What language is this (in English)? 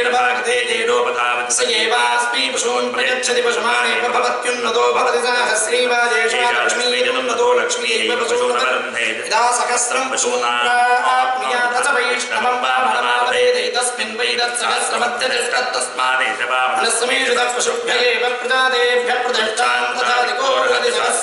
Sanskrit